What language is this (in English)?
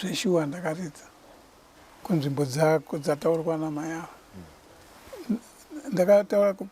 Shona